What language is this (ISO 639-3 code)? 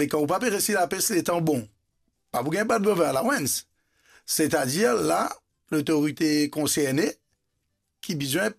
mfe